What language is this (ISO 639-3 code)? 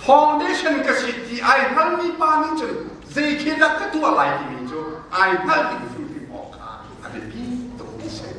cnh